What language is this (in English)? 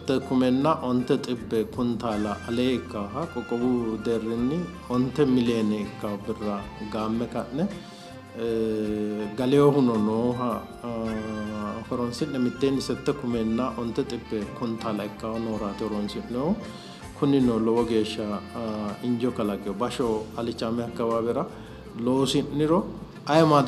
Sidamo